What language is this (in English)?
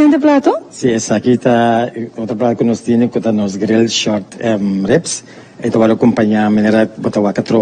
Papiamento